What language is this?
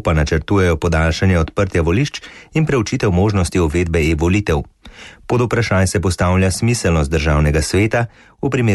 Slovenian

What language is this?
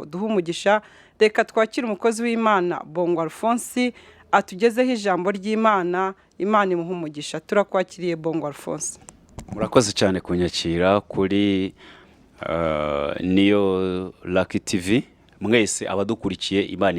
Kinyarwanda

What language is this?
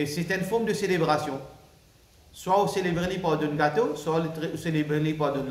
Morisyen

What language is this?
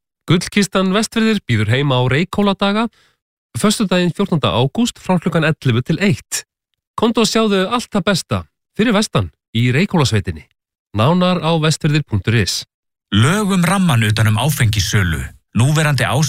Icelandic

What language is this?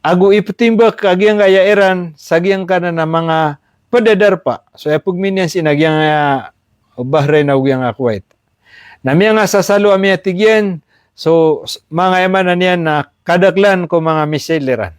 Maranao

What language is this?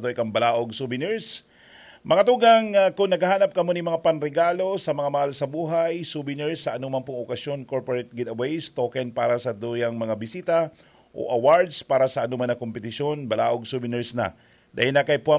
Bikol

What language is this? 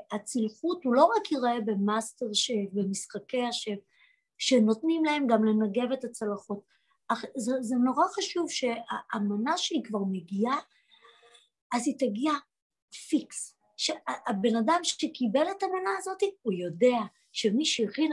Hebrew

